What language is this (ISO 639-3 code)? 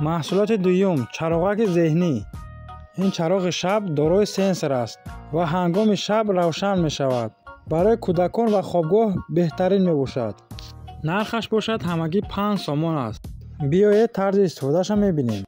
tgk